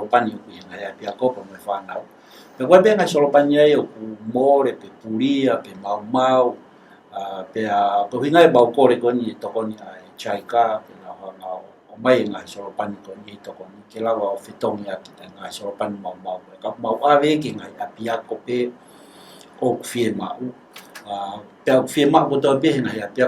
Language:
Tongan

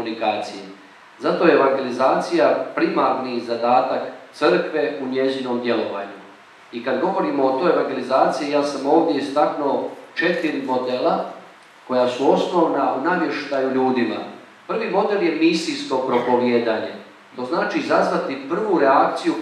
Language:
Croatian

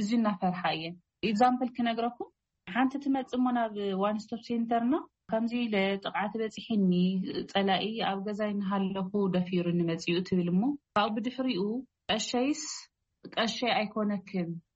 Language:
Tigrinya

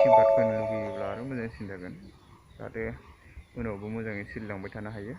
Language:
Bodo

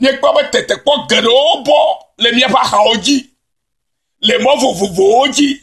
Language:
Ewe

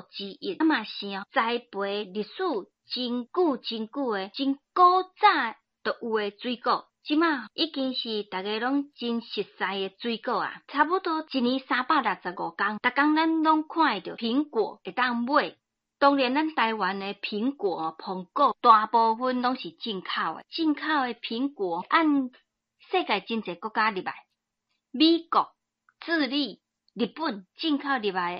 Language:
Min Nan Chinese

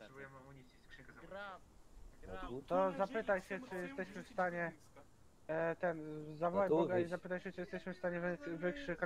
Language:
Polish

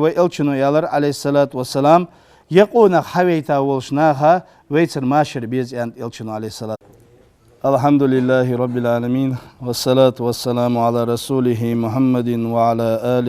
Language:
Ingush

